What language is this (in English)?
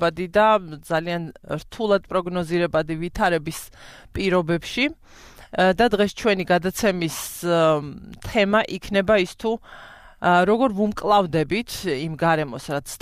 Georgian